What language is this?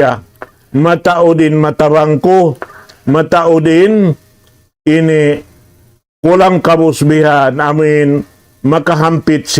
Tausug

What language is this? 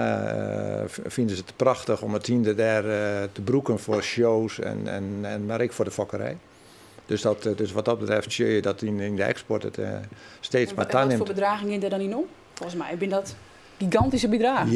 Western Frisian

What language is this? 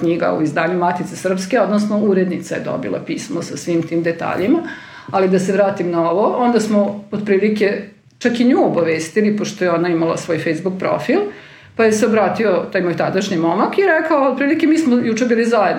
Serbian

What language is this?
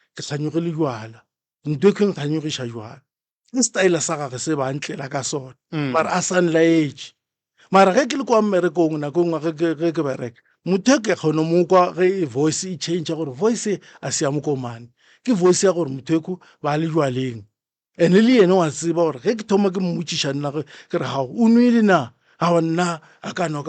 Northern Sotho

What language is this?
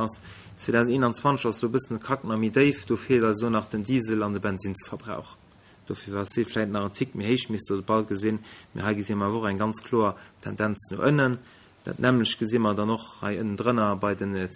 Luxembourgish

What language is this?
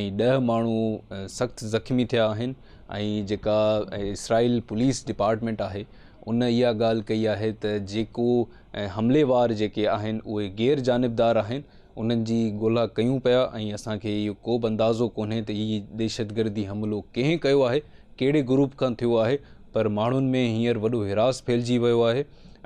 Sindhi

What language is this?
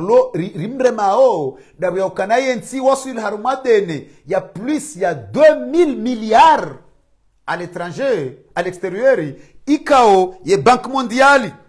Swahili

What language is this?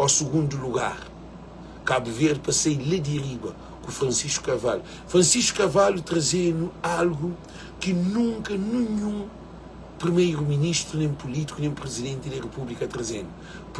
Kabuverdianu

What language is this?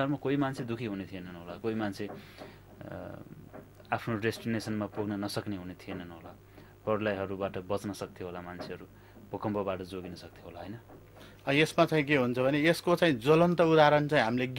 Nepali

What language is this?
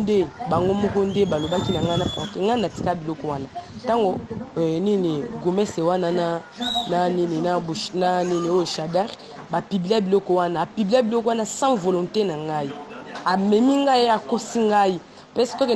Lingala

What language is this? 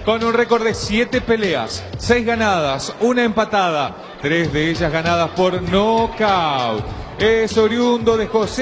Spanish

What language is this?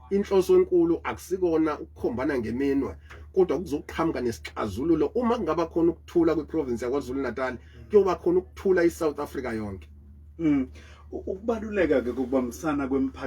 Zulu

